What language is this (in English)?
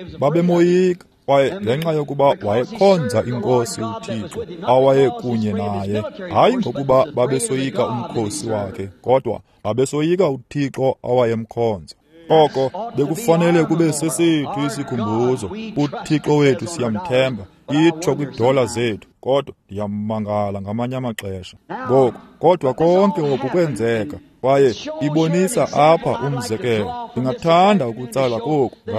Xhosa